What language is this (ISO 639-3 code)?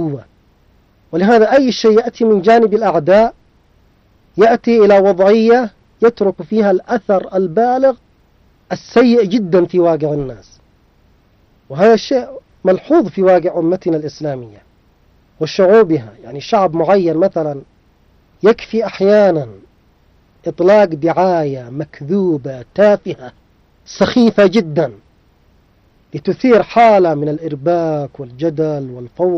ara